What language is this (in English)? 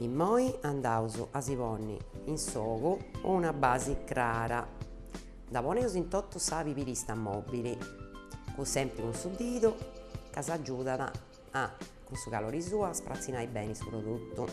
Sardinian